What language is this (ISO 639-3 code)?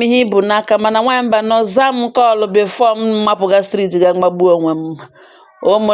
ibo